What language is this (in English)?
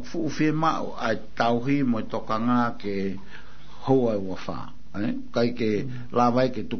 Tongan